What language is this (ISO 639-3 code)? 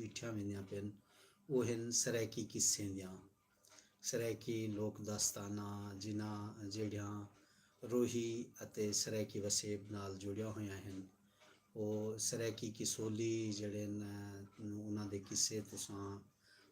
skr